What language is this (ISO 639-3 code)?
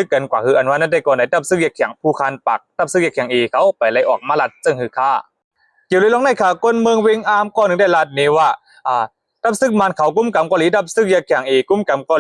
shn